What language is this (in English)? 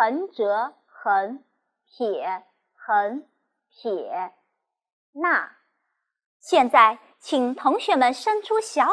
Chinese